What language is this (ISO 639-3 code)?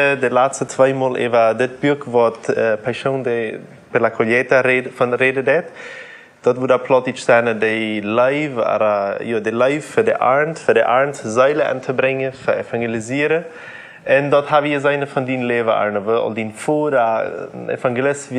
pdt